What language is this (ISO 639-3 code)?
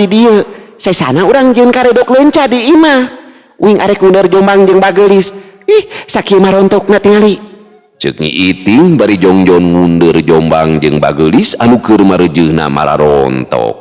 sun